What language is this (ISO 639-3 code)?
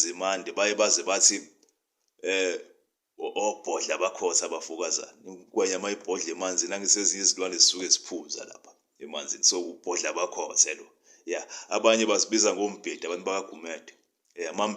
zul